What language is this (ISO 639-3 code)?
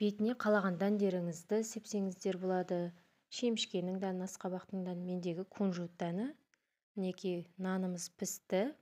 kaz